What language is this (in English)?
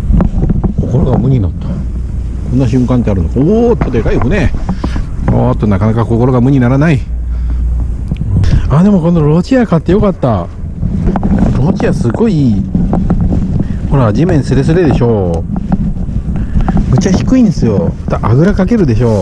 Japanese